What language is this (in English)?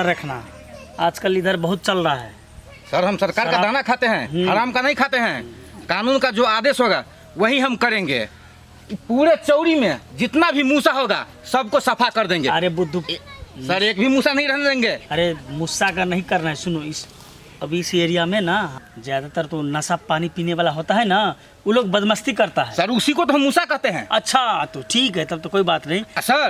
Maithili